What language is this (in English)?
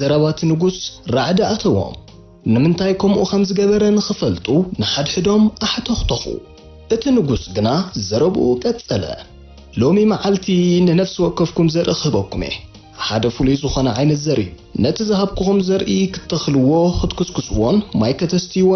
Tigrinya